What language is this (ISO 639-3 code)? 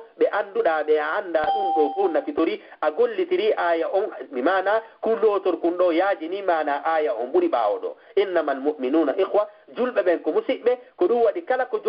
ful